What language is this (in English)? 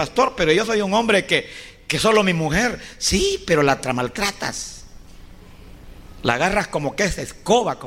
Spanish